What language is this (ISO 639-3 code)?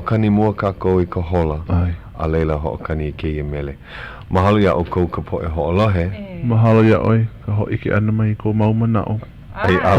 haw